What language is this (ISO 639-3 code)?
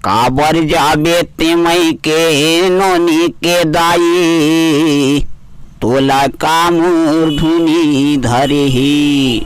hne